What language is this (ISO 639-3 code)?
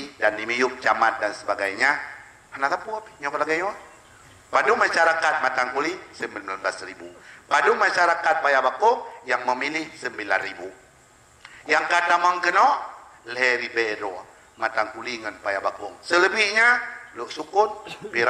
ace